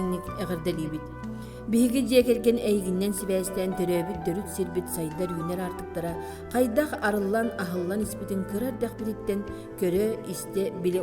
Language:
Yakut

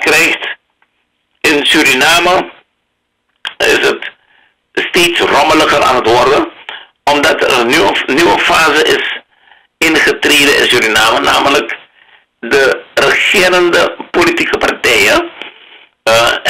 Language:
Dutch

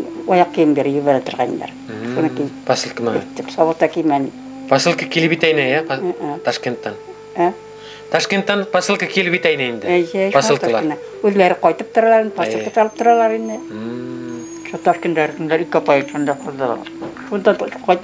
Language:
Bashkir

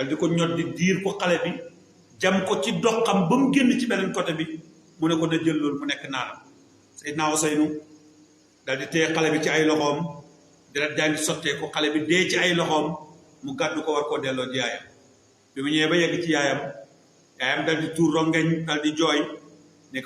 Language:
Wolof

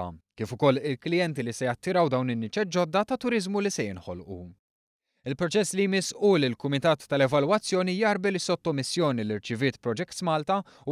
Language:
Maltese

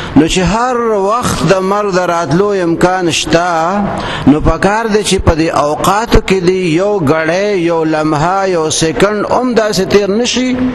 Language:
Pashto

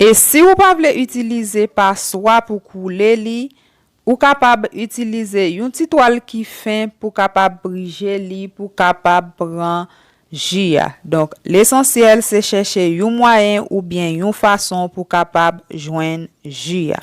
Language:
Haitian Creole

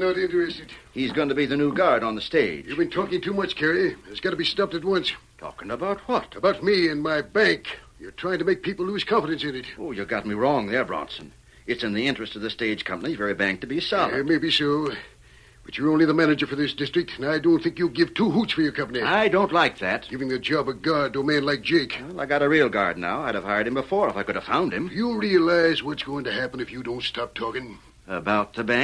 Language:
English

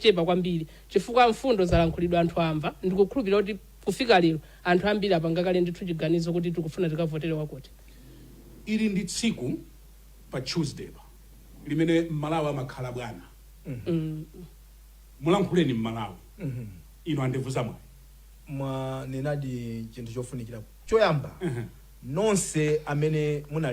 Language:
Nyanja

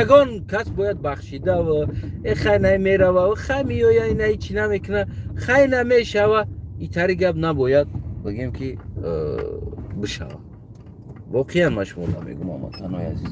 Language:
Tajik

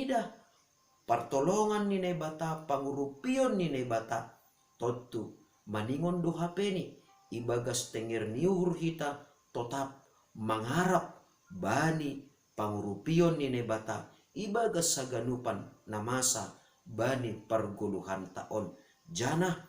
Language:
Batak Simalungun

